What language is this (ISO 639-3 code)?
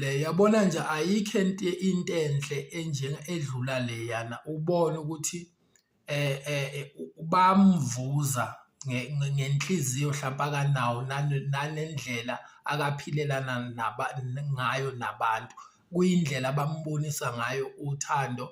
zul